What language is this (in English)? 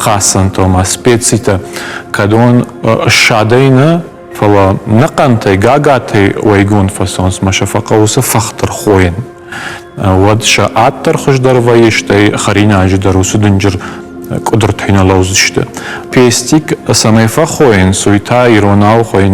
Ossetic